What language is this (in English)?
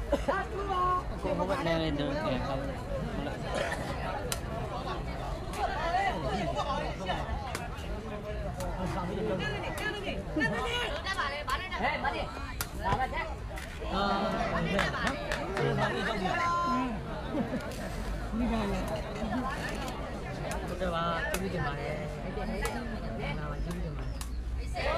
Burmese